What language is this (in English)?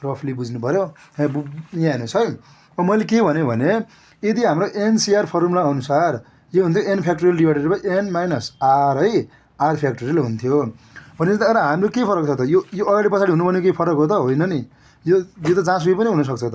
Nepali